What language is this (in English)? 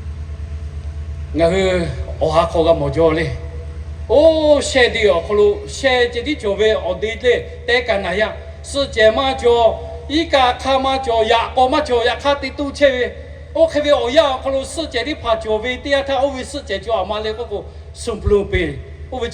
Lahu